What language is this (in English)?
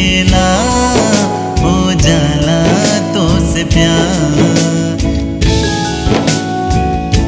Bhojpuri